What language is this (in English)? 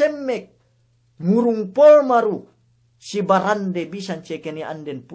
Yakan